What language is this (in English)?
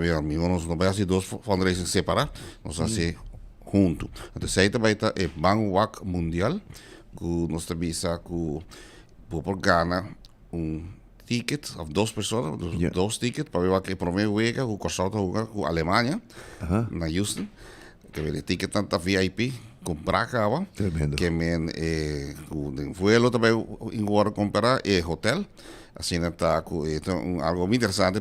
Papiamento